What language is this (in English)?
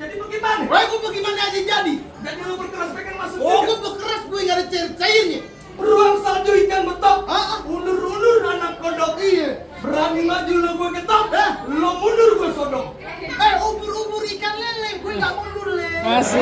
Betawi